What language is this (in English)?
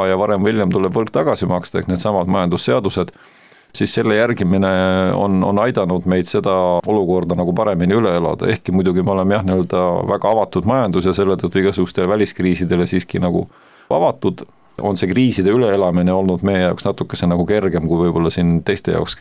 Estonian